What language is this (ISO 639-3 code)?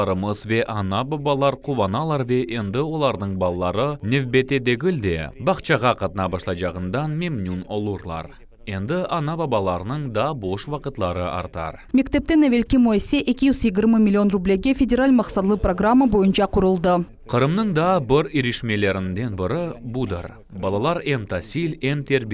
crh